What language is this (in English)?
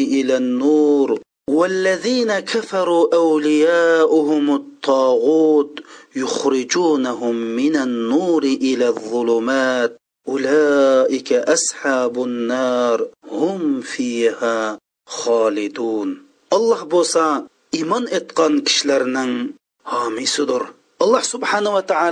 Uyghur